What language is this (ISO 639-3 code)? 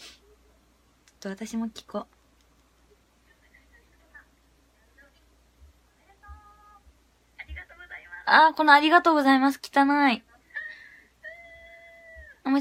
jpn